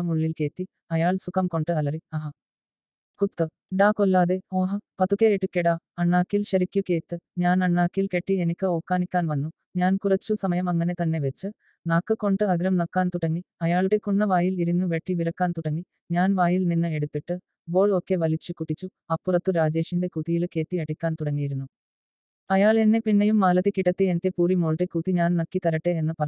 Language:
Malayalam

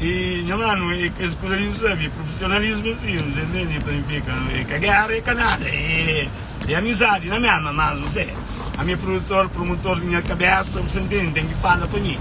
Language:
Kabuverdianu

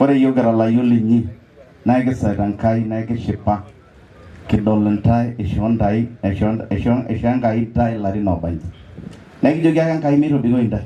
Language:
Masai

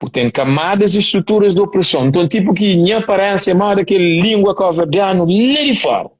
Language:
Kabuverdianu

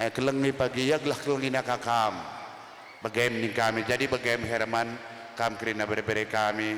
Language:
Batak Karo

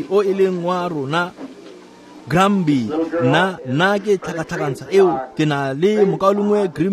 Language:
Tswana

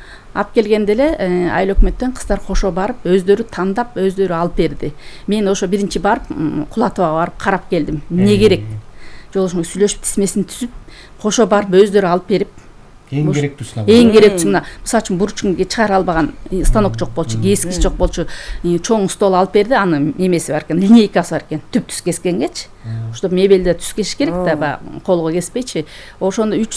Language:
Kyrgyz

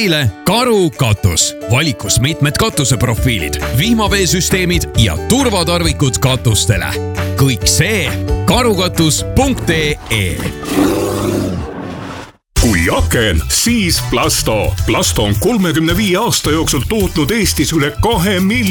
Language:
Estonian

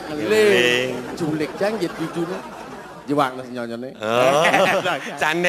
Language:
Balinese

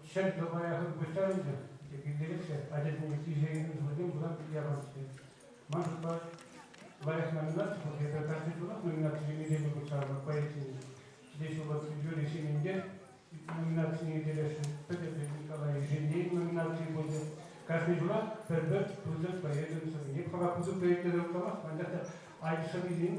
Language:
Chuvash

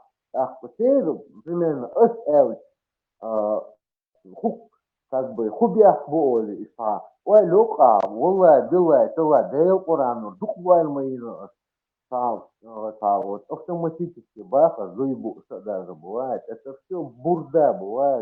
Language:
Chechen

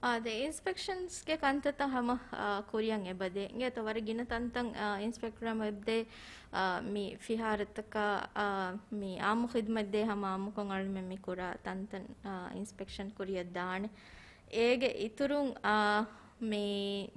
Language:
Divehi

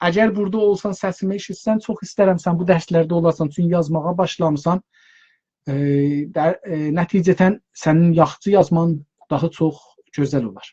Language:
South Azerbaijani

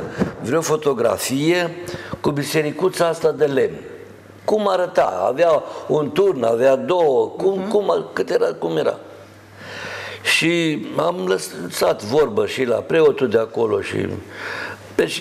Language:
Romanian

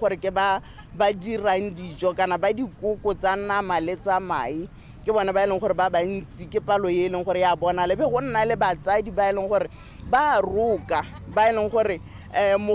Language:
Tswana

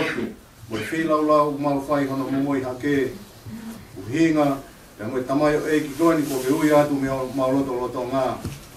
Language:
Tongan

